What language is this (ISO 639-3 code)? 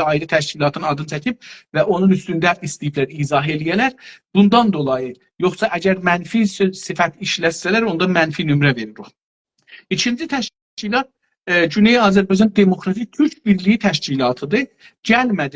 azb